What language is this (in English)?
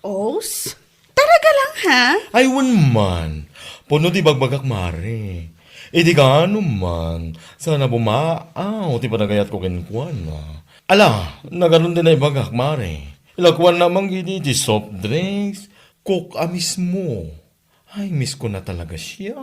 Iloko